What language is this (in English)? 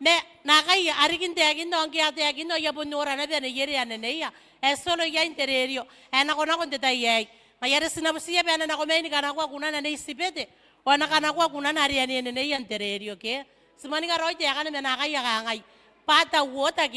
Gilbertese